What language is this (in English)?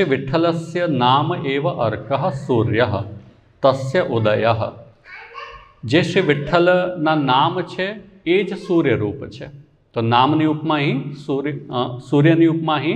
Gujarati